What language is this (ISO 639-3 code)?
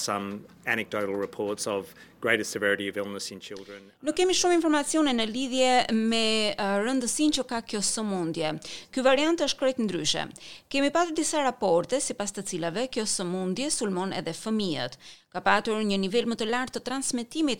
sqi